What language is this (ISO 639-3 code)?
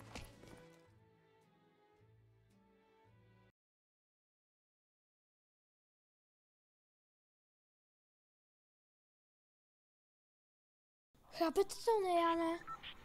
ces